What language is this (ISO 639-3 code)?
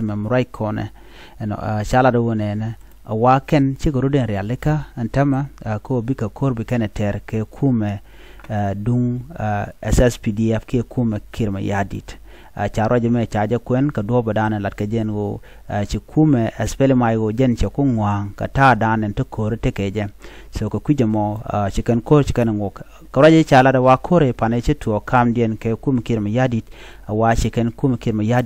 nus